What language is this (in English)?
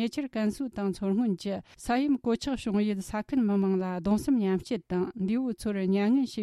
Tibetan